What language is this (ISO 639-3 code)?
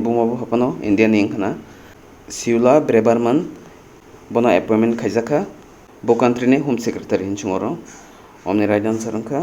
trp